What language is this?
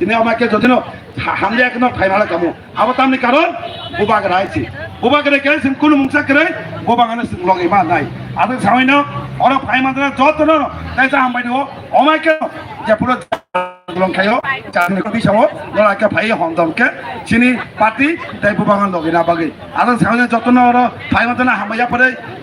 Kok Borok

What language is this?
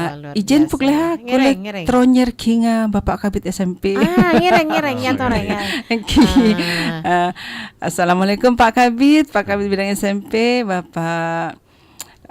Madurese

